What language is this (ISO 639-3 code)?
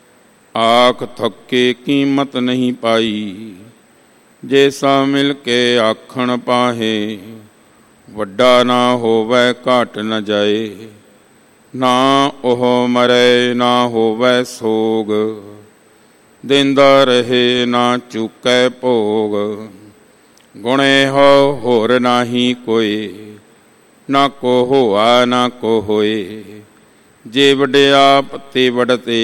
pan